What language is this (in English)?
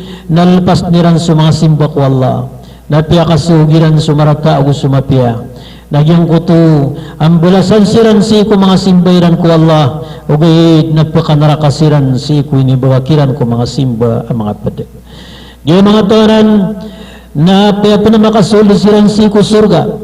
Maranao